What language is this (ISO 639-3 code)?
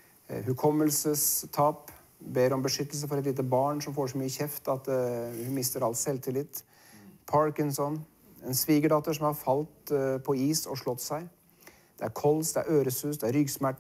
nor